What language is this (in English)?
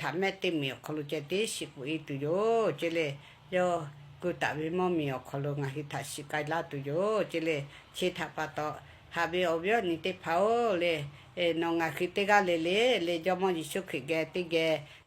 Lahu